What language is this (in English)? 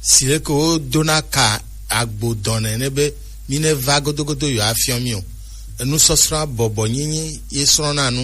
Gen